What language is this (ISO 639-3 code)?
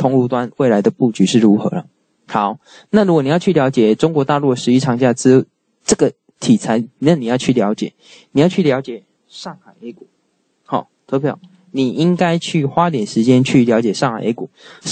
zho